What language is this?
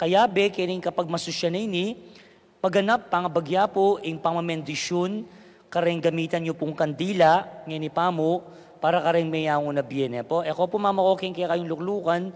Pampanga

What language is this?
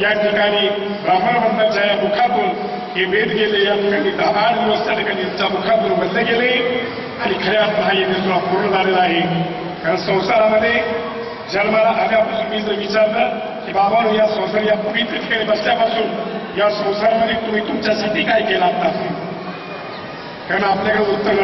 Marathi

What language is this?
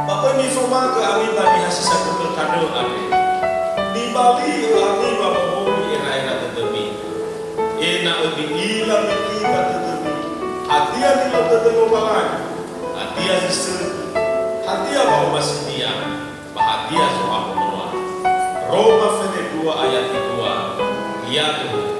Nias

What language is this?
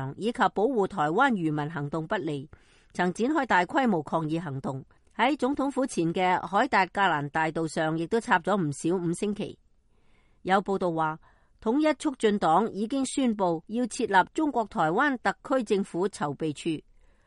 Cantonese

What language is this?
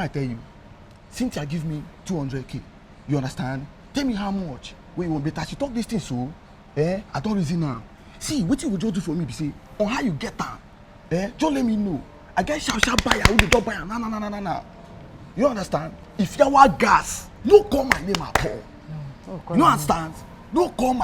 Nigerian Pidgin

